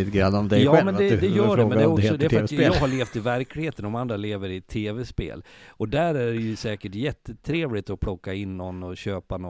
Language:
Swedish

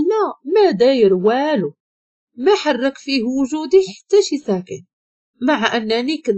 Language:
Moroccan Arabic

